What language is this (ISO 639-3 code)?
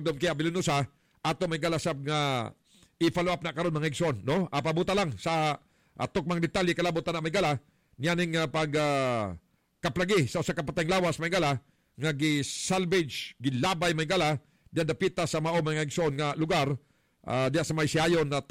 ceb